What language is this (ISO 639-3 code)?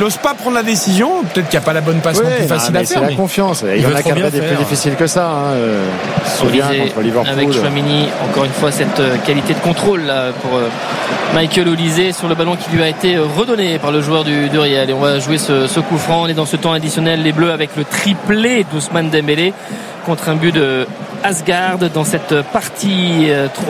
fra